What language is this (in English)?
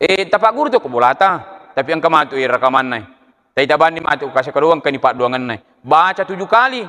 Buginese